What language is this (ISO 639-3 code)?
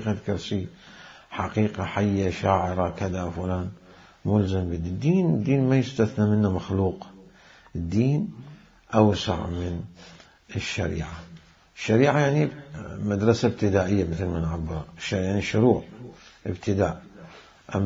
acm